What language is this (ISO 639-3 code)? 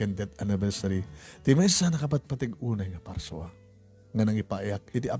ilo